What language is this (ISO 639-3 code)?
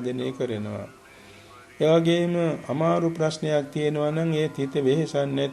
sin